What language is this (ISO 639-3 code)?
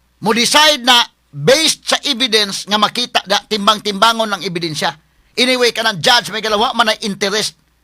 ceb